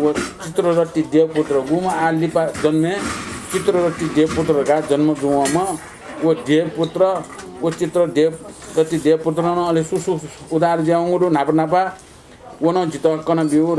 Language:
Newari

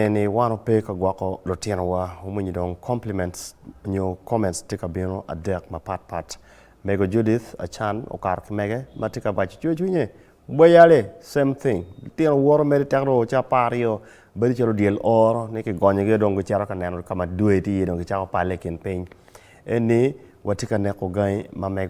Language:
Acoli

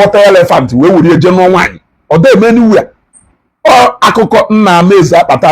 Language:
Igbo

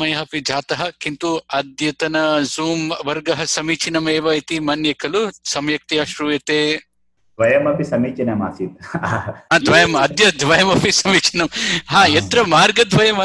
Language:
Sanskrit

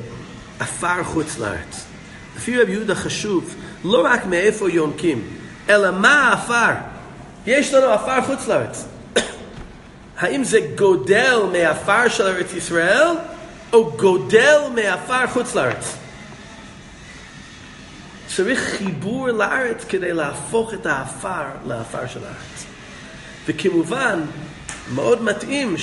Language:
Hebrew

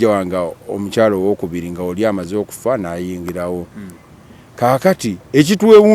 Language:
Ganda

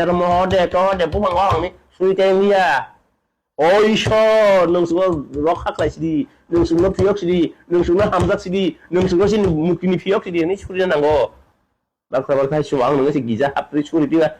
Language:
Kok Borok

